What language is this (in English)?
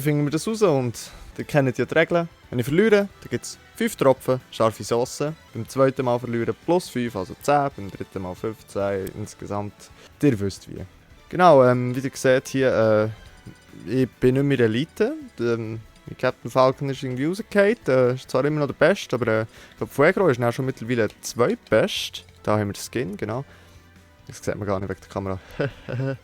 Swiss German